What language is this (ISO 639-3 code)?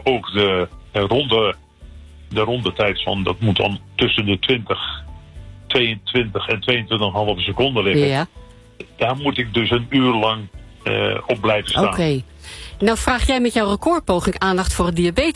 nld